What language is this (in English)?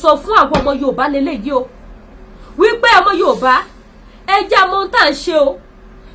Yoruba